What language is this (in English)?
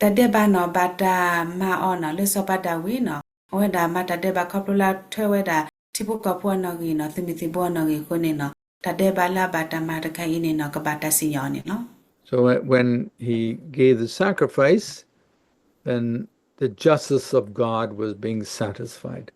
S'gaw Karen